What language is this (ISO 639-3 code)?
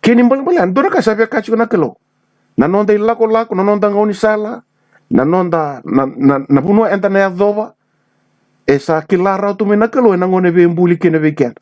fij